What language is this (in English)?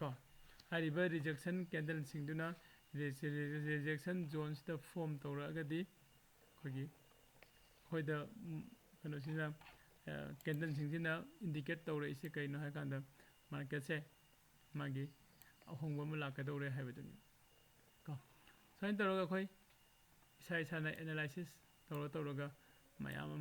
Manipuri